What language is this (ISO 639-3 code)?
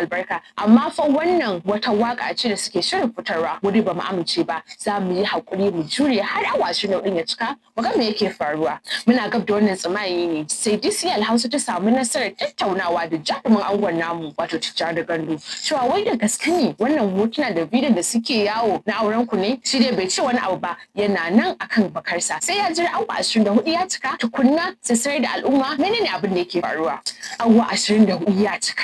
hau